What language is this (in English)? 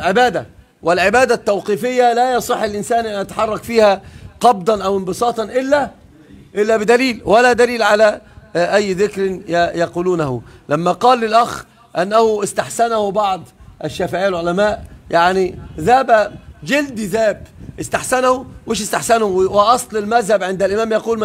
Arabic